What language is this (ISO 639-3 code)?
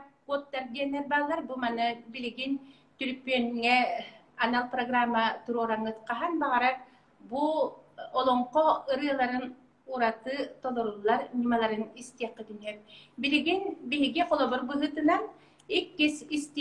sah